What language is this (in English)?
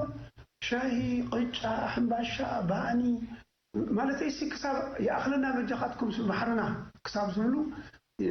Tigrinya